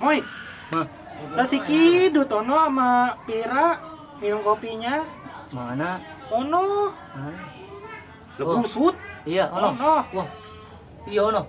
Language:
Betawi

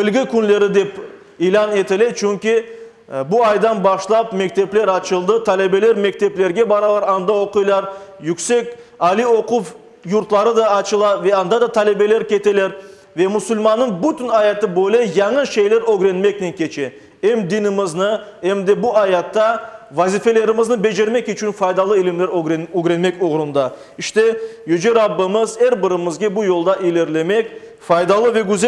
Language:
Crimean Tatar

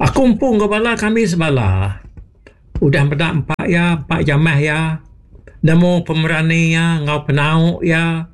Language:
Iban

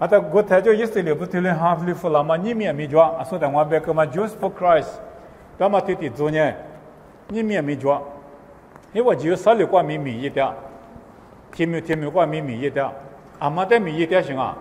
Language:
Lisu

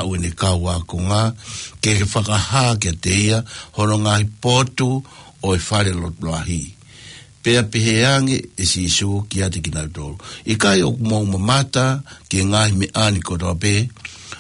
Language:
Tongan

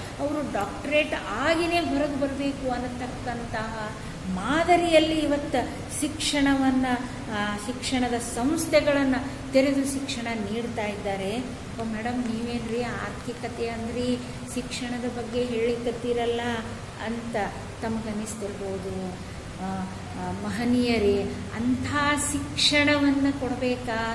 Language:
Kannada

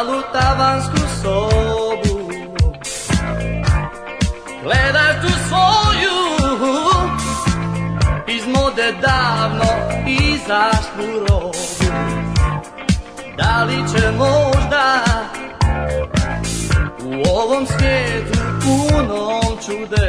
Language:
Serbian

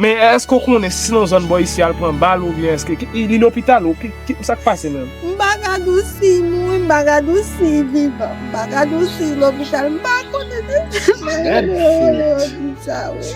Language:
Haitian Creole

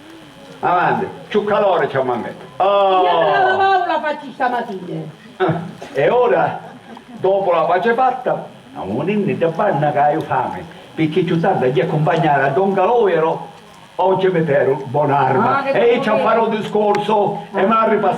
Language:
Sicilian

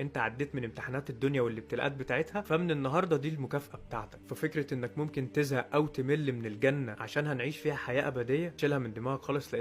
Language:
Egyptian Arabic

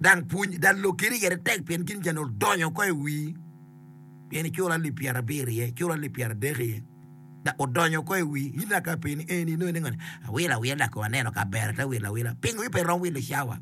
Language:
Acoli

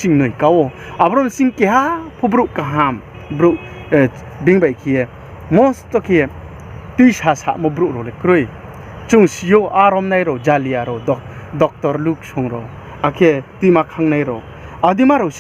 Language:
Riang (India)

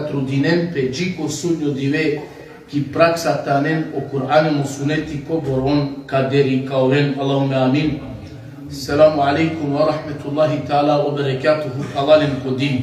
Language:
Balkan Romani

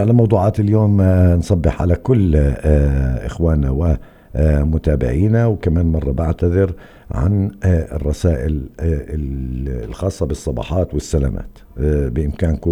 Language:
North Levantine Arabic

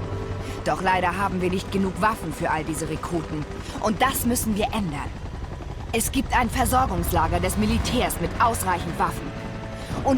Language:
Bavarian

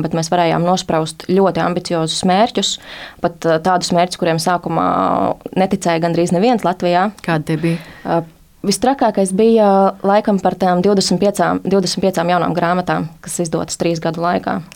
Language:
Latvian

